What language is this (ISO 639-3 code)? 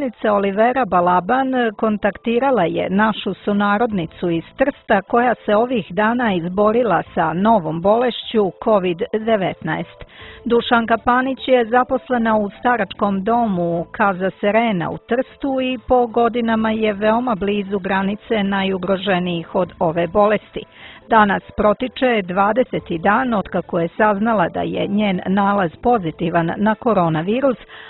srp